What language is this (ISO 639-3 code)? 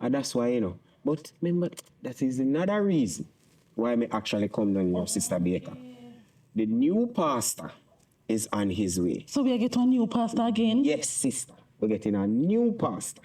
jam